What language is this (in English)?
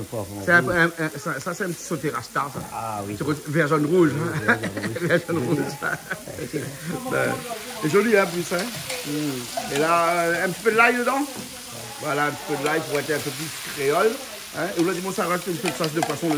Réunion Creole French